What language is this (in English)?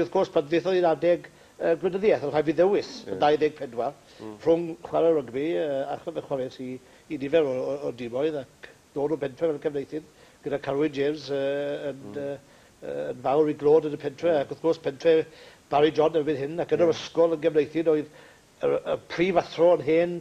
Welsh